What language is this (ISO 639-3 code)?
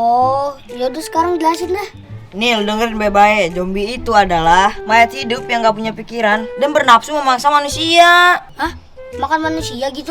bew